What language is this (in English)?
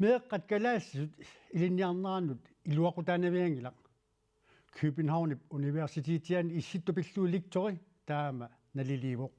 Kalaallisut